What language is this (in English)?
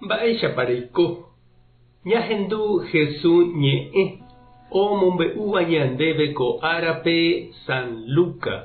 Guarani